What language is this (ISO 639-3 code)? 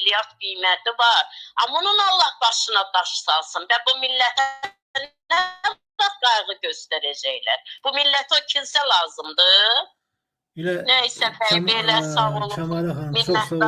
aze